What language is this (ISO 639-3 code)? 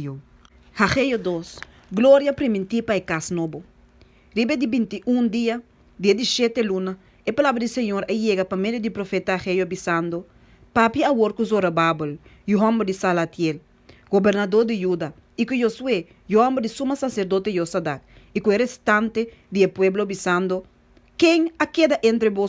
pap